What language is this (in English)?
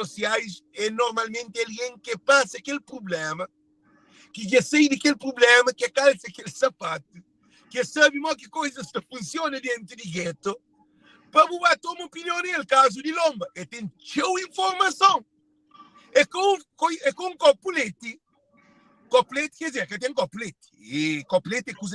Kabuverdianu